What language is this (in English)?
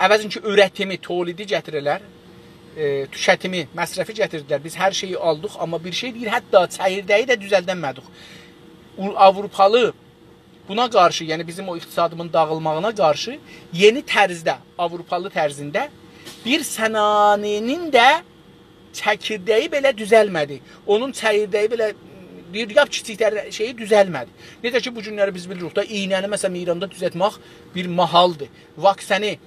South Azerbaijani